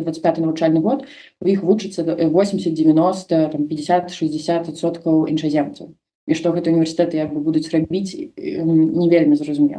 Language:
Belarusian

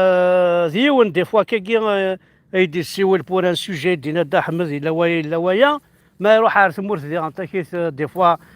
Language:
Kabyle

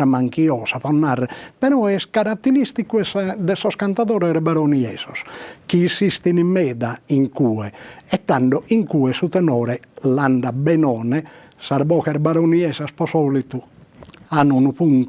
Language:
Sardinian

